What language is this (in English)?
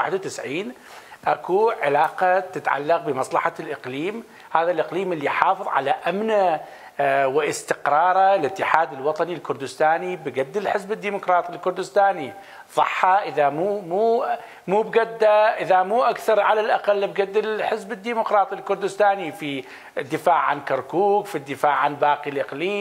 Mesopotamian Arabic